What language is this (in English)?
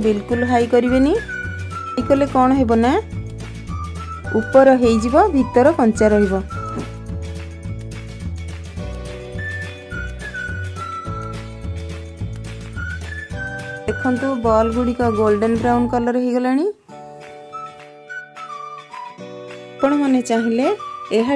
Odia